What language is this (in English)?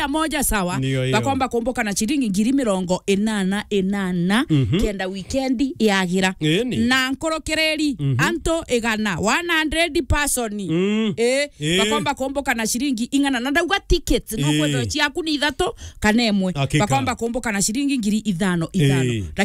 Meru